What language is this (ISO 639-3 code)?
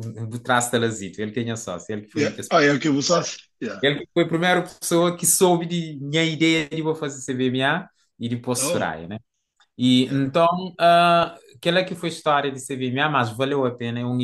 kea